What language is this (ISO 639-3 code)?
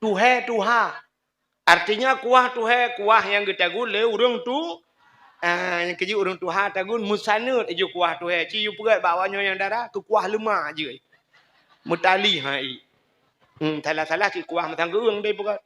ace